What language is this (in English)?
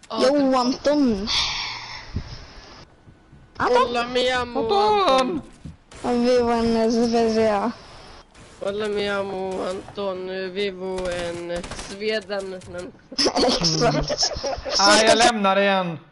Swedish